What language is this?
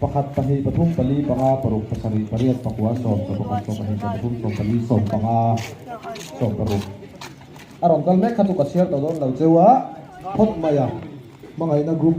Mizo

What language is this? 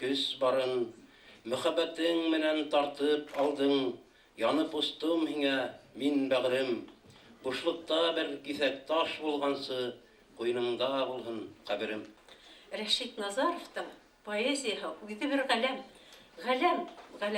Bashkir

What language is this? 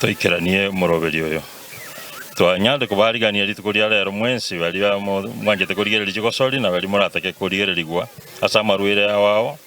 Gusii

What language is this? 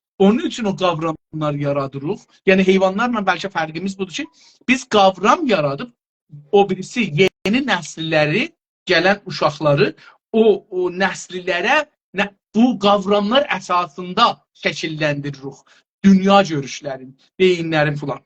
South Azerbaijani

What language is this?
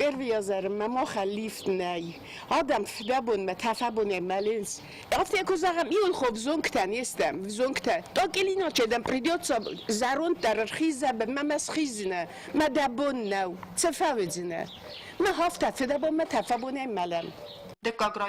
Ossetic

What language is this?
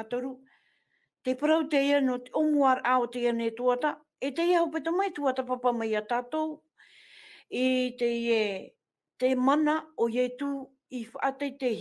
Tahitian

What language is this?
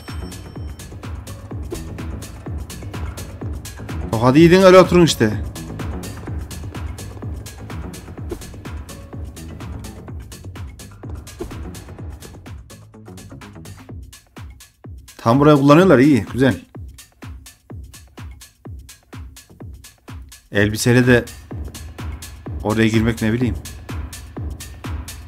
Turkish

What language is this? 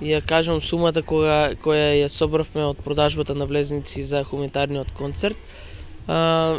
Macedonian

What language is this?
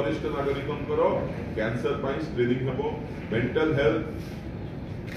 Odia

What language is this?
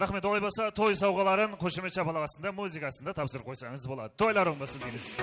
Kara-Kalpak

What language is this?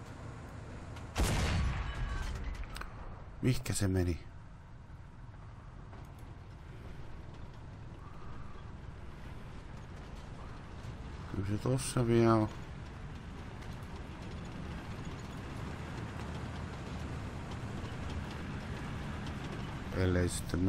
Finnish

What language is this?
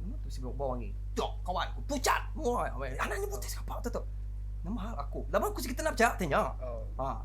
Iban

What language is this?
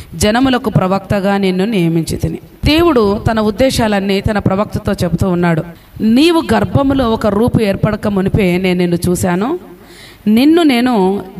Telugu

